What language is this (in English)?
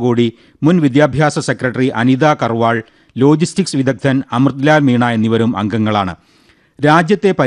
Malayalam